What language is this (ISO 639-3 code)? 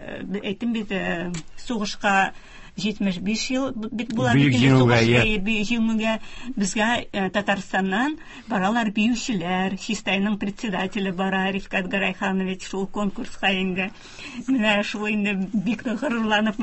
tat